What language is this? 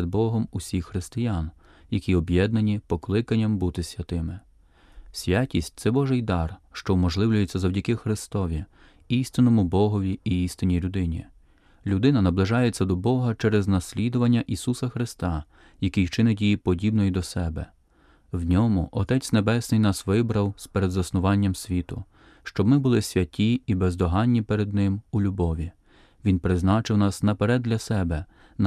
Ukrainian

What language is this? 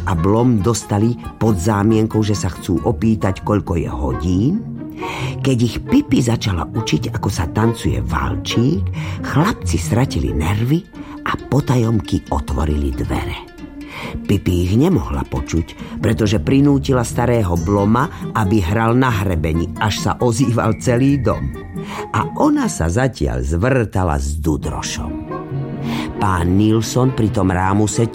Slovak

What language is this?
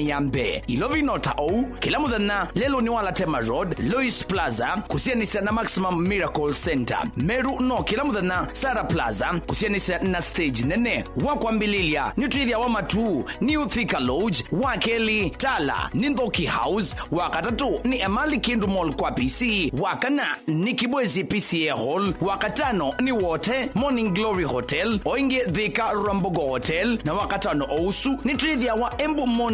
Kamba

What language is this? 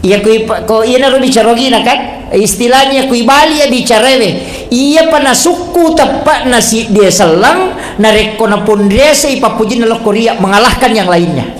Buginese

